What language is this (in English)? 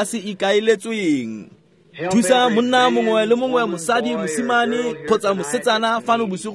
Tswana